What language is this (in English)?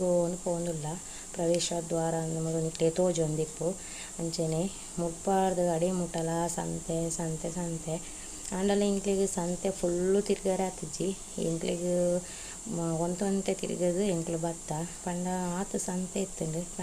Tulu